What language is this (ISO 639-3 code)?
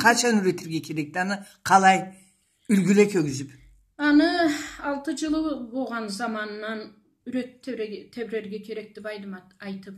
krc